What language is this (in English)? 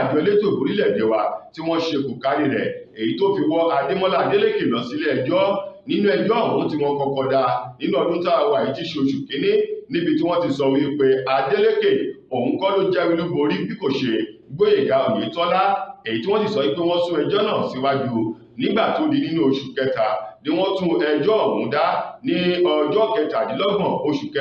Yoruba